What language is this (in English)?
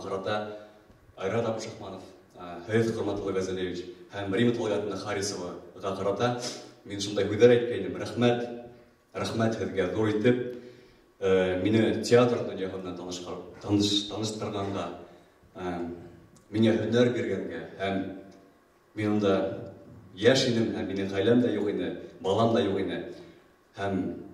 Bashkir